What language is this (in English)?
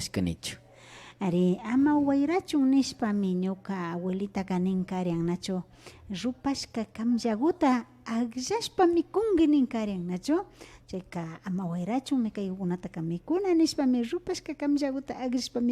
Imbabura Highland Quichua